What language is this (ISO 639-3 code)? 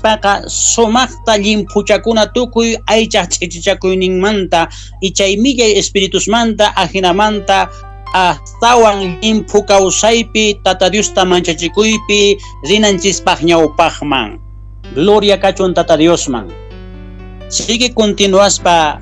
quh